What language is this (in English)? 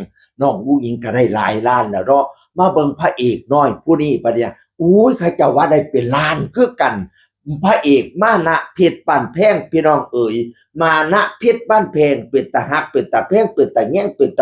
Northeastern Thai